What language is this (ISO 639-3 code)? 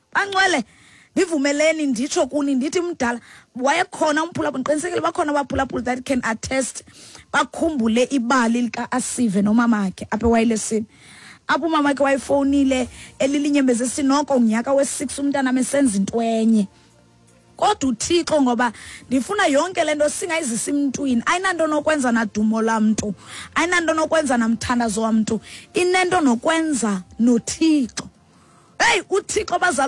xho